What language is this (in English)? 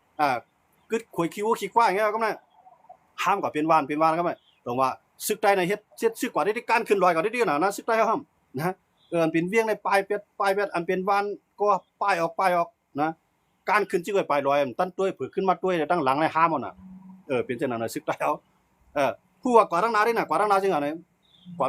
Shan